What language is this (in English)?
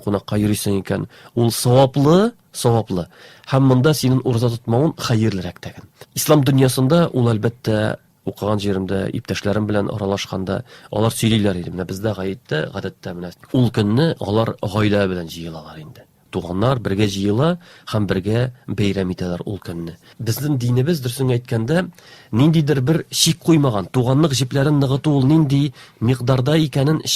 Tatar